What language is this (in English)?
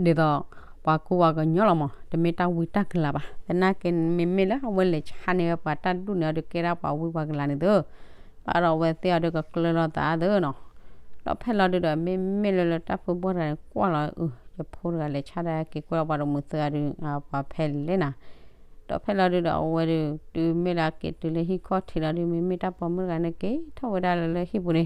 S'gaw Karen